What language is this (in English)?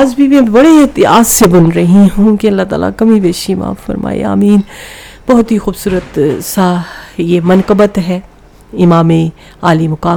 Urdu